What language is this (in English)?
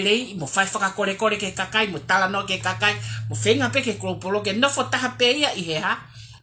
Tongan